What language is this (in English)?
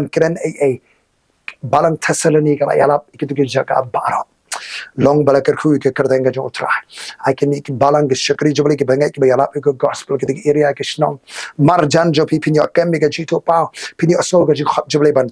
Khasi